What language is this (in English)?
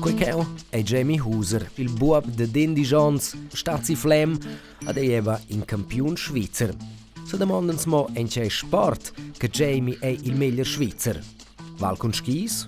Romansh